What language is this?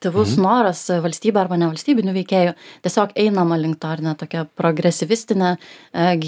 Lithuanian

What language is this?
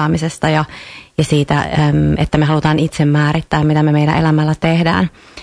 Finnish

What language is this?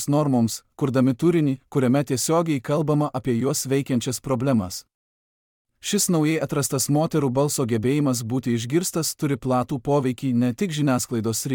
Lithuanian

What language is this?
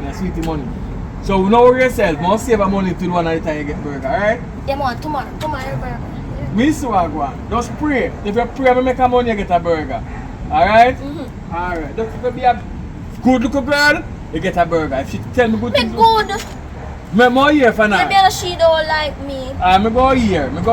Jamaican Creole English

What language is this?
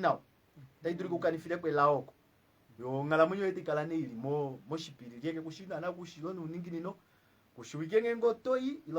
Kuanyama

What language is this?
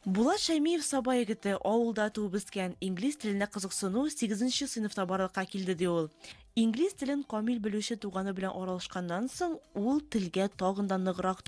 Tatar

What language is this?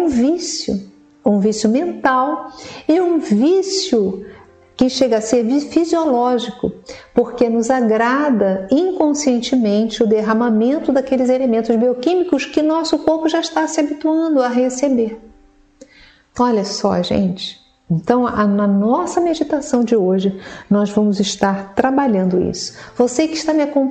Portuguese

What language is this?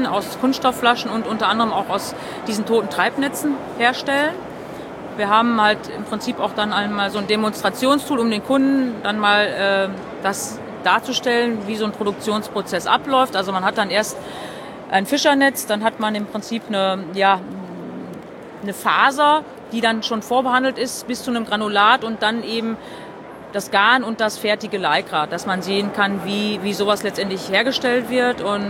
German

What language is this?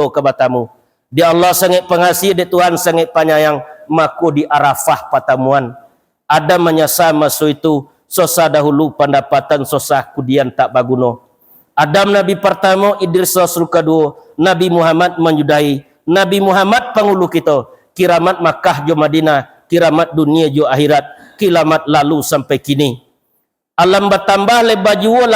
Minangkabau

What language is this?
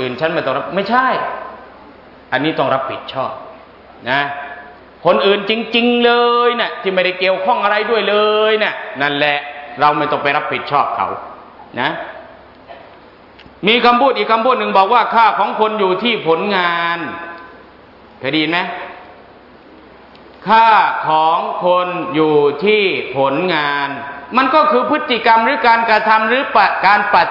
Thai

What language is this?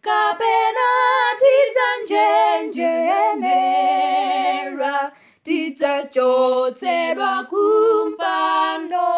Nyanja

